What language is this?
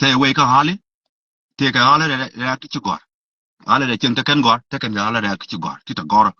Nuer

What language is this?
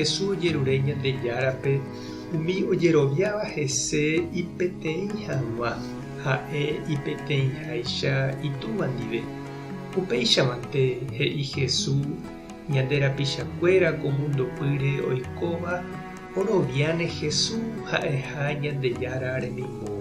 Guarani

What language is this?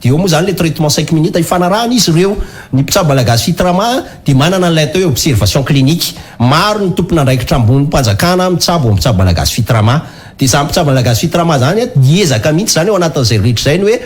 Malagasy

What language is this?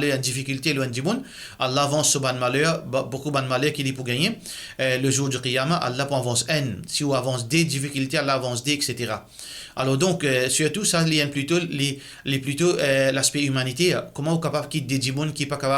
Morisyen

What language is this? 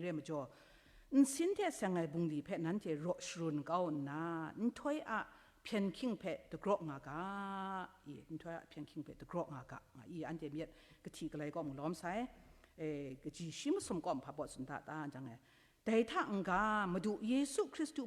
Kachin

